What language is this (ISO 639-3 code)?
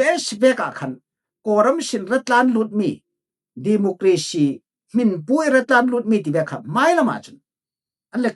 cfm